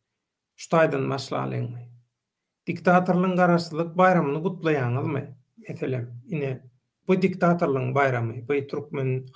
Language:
Turkmen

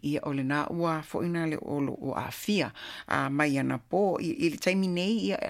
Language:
Samoan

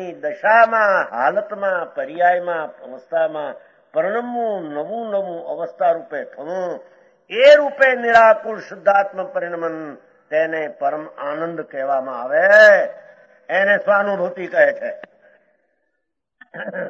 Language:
Gujarati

